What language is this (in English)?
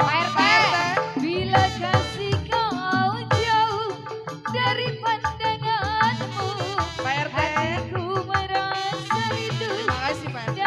Betawi